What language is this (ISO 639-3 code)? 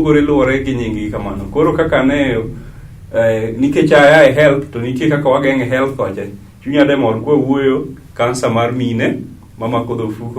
luo